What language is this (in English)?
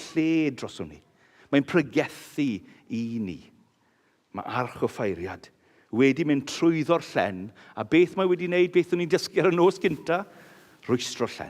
Welsh